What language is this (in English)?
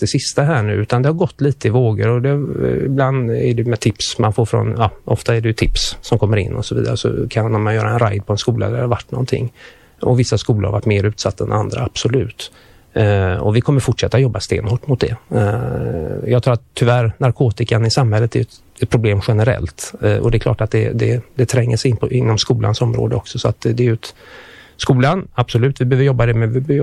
Swedish